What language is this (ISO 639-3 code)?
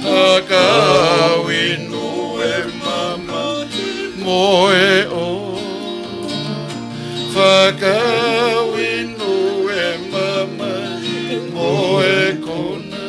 ton